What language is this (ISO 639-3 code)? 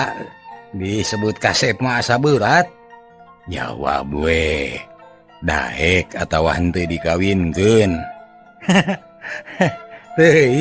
sun